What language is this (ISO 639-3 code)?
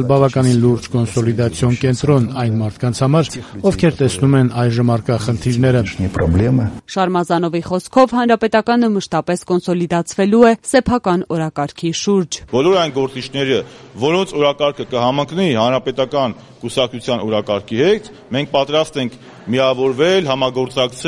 hye